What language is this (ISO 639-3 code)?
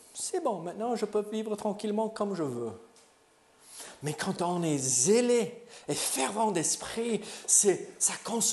fra